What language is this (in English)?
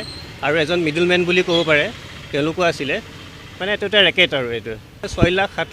Assamese